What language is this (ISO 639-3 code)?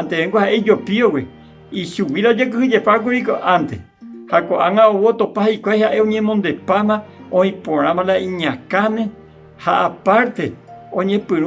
grn